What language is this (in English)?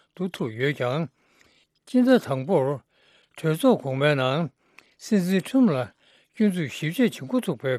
Tibetan